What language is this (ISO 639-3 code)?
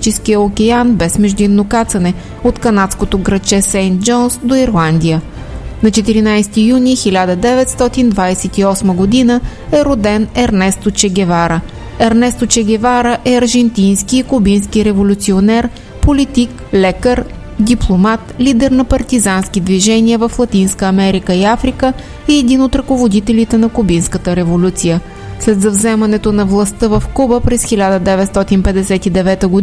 bul